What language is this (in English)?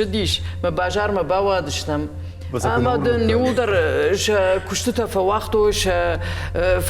Ossetic